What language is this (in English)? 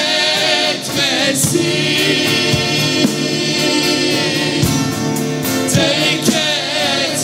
Turkish